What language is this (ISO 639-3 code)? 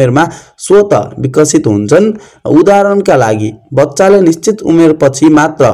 nep